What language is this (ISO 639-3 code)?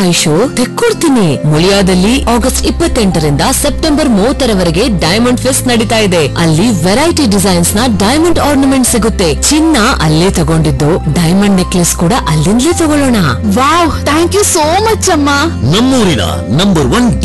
kan